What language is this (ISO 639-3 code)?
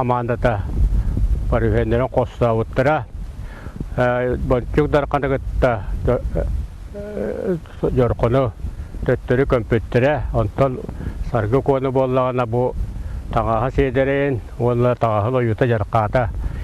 sah